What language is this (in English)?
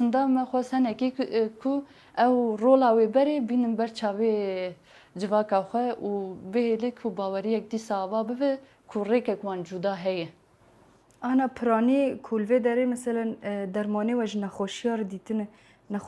Kurdish